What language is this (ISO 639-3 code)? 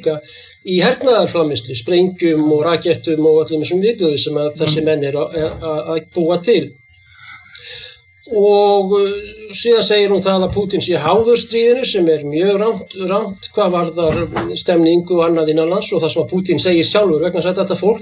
isl